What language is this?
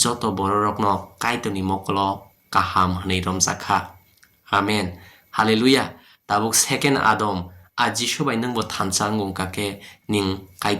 Kok Borok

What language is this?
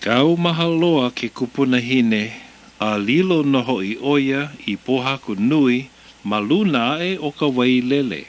Hawaiian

